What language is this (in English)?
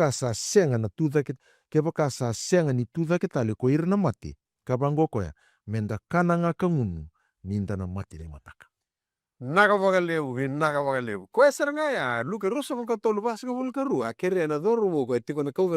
Fijian